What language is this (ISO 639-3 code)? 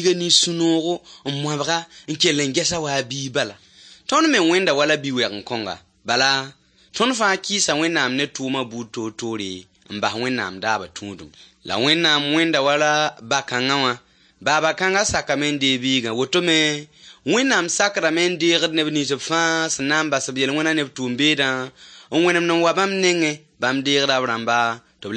mos